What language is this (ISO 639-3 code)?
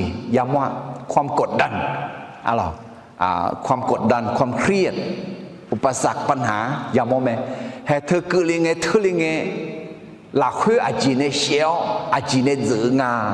ahk